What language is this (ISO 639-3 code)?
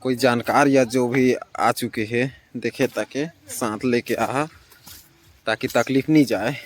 hne